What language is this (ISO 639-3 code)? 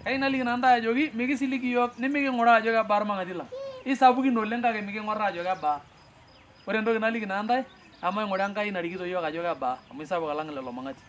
mas